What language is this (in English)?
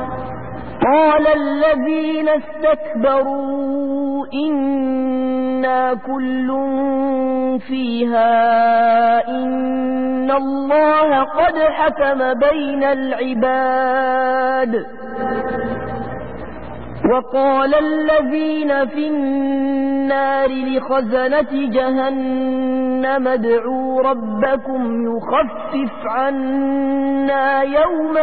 Arabic